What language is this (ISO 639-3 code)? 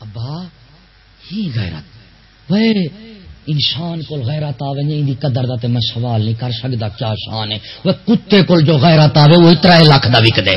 skr